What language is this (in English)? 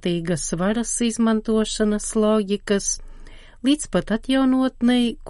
Latvian